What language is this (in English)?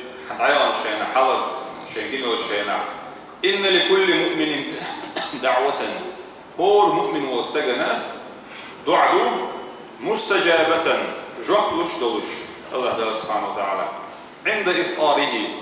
Chechen